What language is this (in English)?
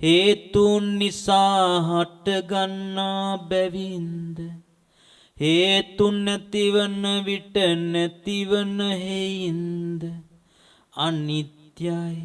Sinhala